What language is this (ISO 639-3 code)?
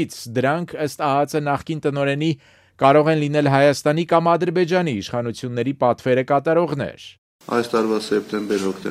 hye